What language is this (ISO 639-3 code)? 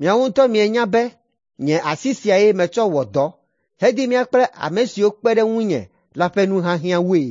ewe